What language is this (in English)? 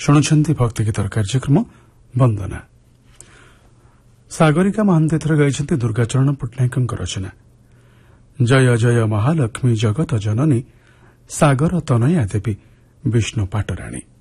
Odia